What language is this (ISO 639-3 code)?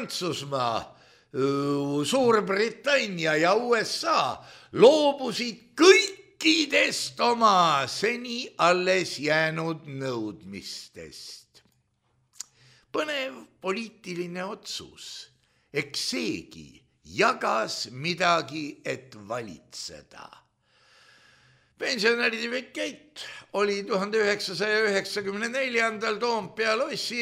est